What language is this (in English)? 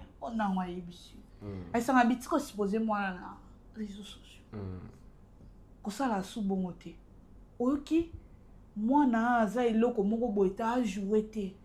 Lingala